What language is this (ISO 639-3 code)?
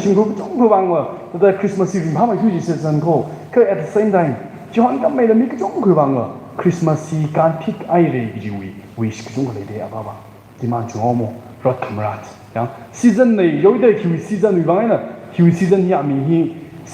nmf